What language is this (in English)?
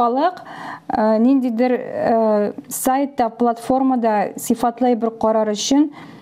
Tatar